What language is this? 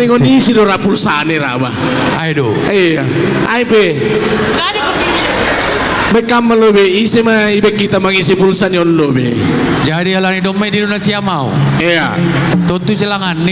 Batak Simalungun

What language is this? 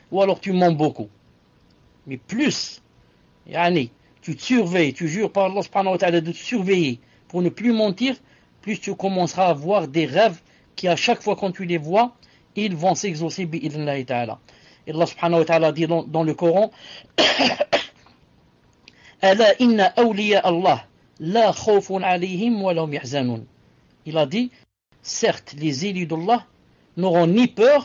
French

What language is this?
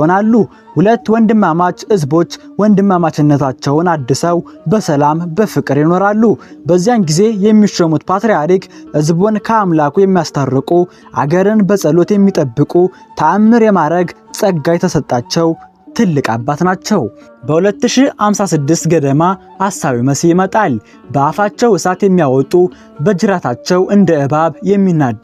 Amharic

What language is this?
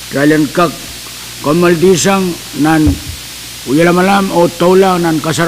Pohnpeian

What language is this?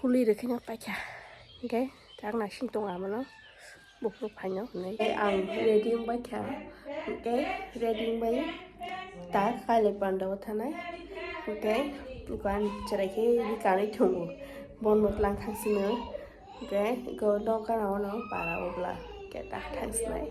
Kok Borok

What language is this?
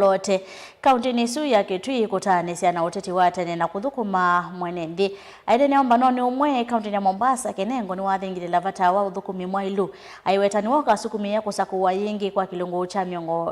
Kamba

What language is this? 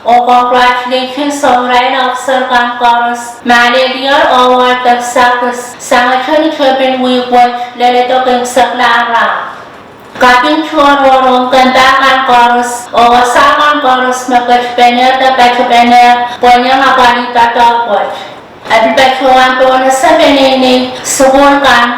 Pohnpeian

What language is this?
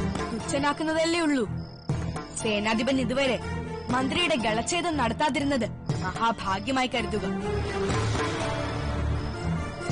Malayalam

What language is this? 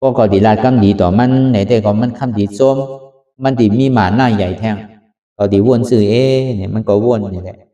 Shan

